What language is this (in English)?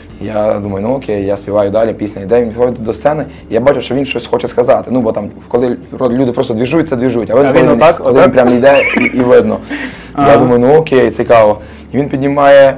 Ukrainian